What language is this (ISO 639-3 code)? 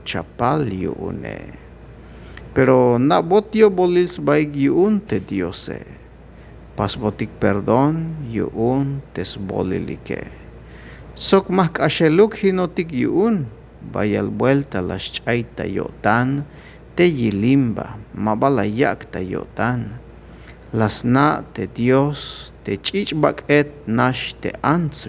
tzh